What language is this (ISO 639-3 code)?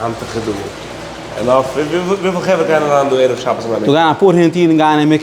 yid